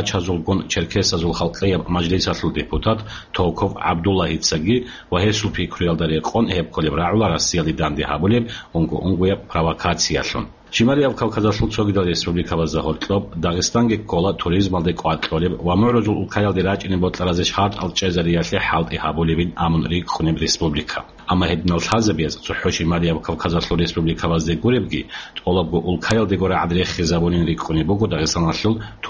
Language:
Avaric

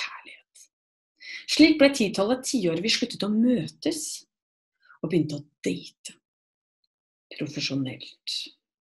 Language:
Norwegian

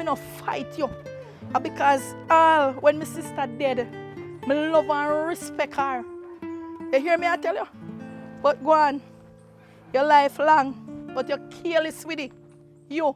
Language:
Jamaican Creole English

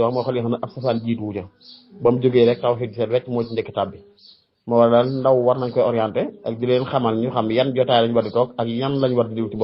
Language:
Wolof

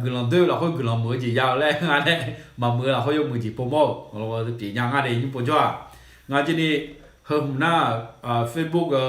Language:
Akha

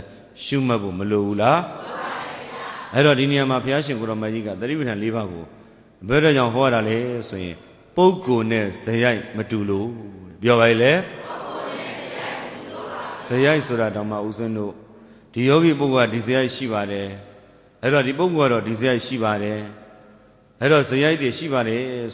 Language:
Burmese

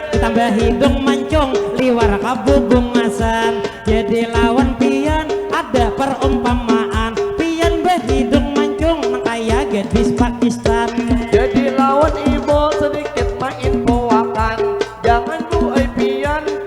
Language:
Banjar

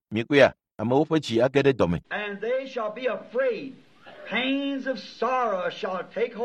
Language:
Ewe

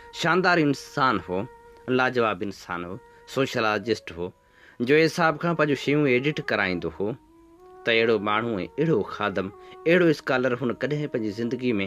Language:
Sindhi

